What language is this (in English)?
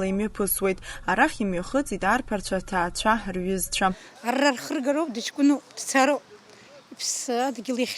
Abkhazian